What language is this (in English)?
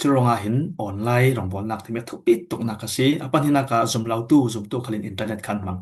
Falam Chin